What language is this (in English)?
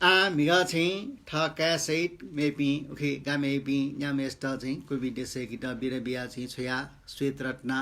Newari